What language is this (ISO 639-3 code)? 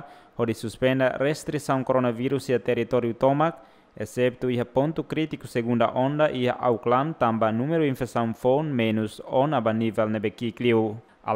tet